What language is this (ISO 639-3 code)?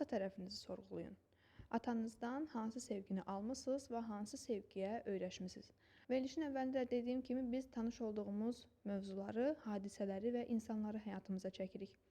aze